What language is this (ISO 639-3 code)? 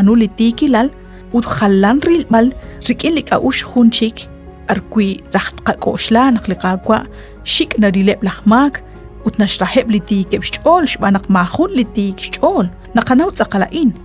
kek